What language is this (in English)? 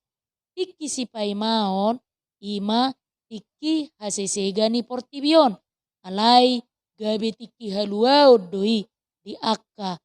Batak Toba